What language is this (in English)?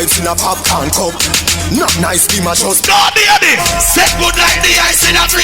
Jamaican Creole English